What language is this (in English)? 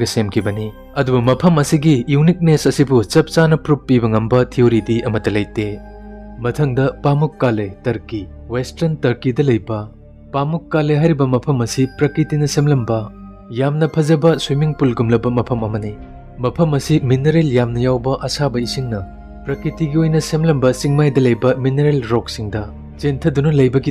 Manipuri